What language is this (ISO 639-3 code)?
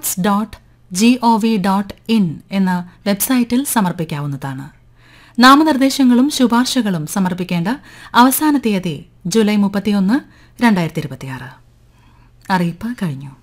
mal